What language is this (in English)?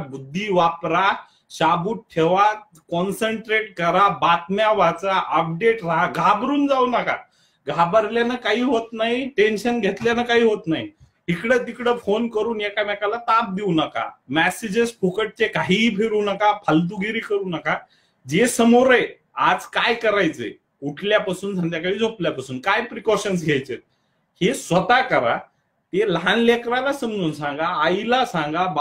Marathi